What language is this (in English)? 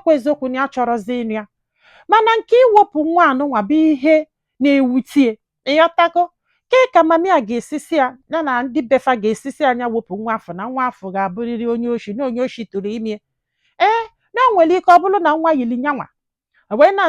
Igbo